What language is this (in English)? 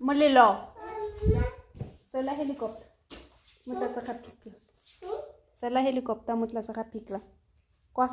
Tswana